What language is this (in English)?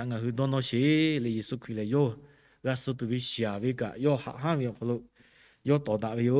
Lahu